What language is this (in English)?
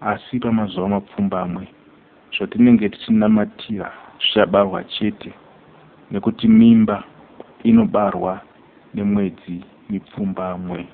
Shona